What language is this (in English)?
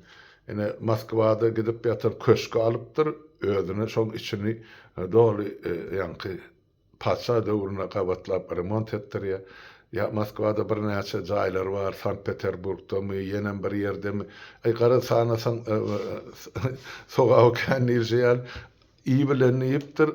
Turkmen